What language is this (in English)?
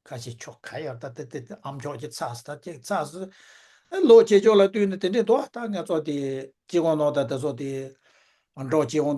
Tibetan